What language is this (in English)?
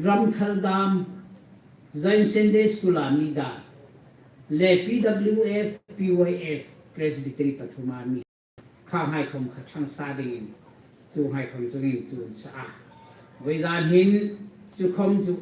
Hmar